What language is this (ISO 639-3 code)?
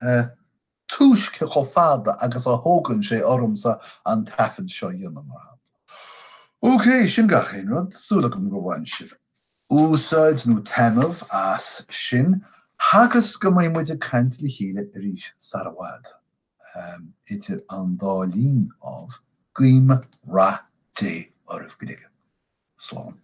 gle